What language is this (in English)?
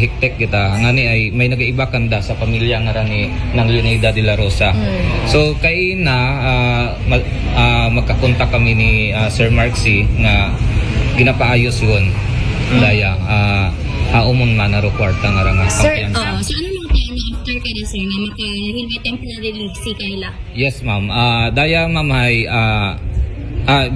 Aklanon